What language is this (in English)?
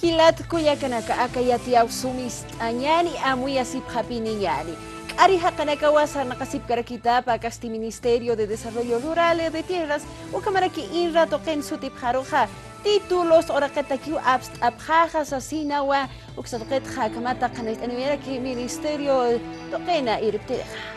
Aymara